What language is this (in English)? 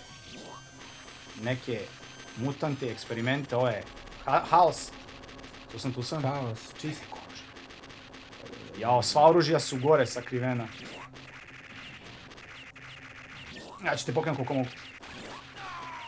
Serbian